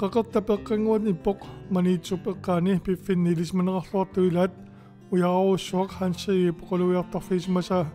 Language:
Kalaallisut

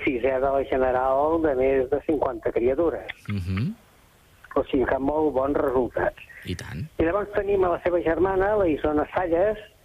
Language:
Catalan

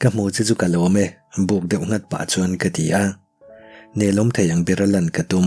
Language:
Mizo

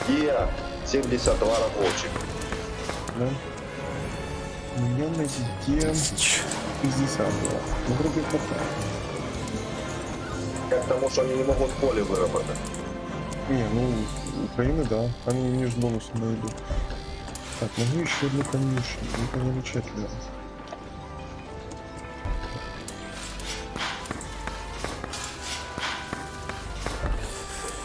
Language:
Russian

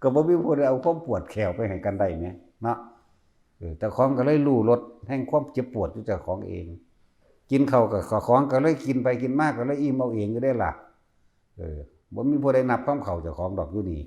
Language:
Northeastern Thai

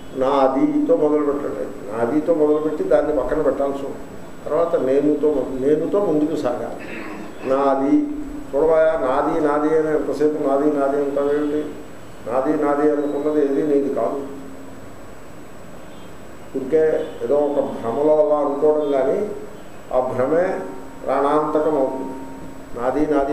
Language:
Telugu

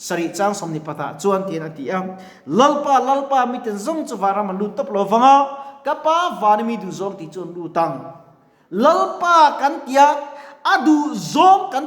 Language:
Mizo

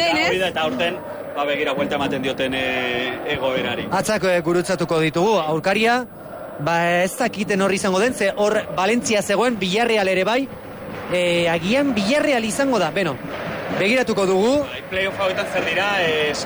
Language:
Basque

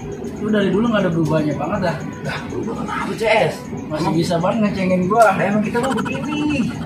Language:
Betawi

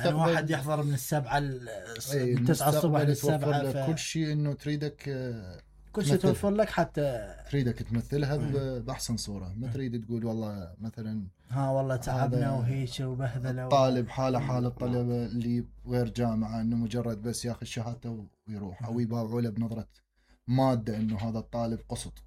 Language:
Mesopotamian Arabic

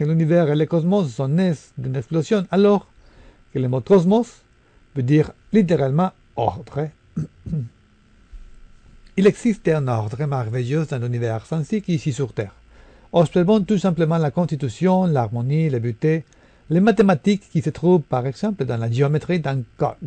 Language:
French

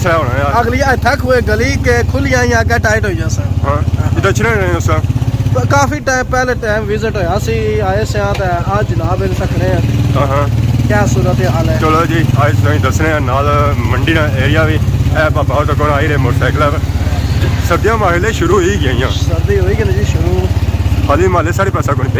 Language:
Pahari-Potwari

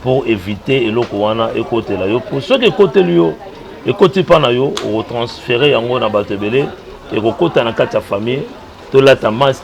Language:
Lingala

